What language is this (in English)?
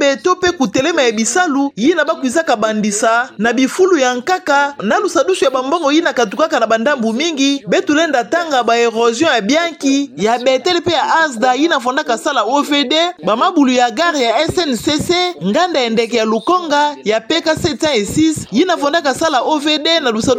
Kituba (Democratic Republic of Congo)